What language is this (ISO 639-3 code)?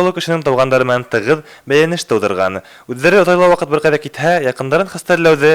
bak